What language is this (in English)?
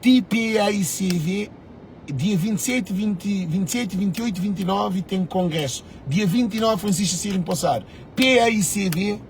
Kabuverdianu